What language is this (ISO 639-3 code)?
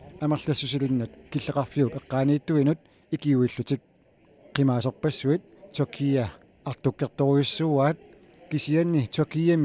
kal